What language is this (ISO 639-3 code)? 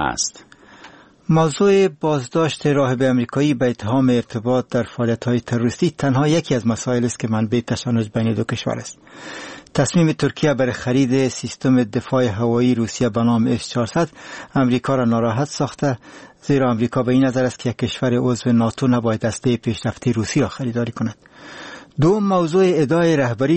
fas